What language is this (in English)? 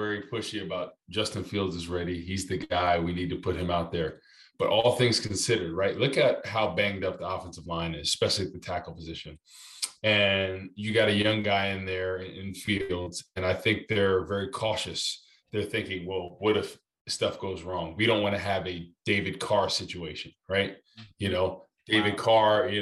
English